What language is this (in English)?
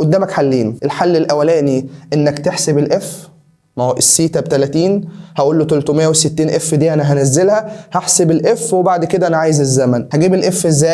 Egyptian Arabic